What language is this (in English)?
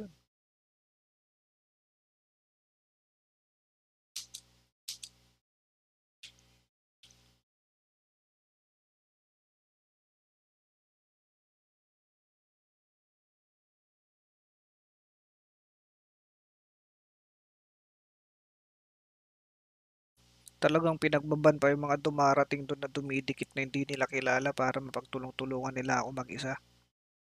Filipino